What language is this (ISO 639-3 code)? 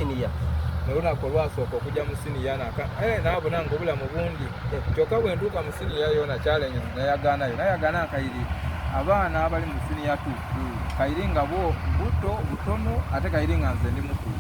xog